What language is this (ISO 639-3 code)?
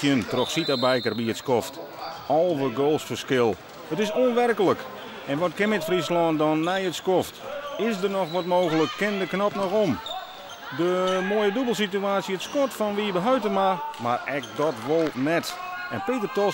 fry